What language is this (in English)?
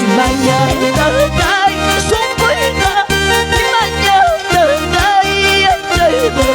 Ayacucho Quechua